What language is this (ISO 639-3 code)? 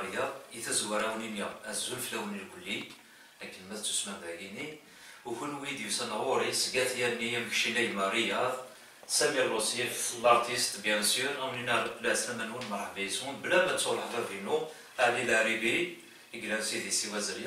kab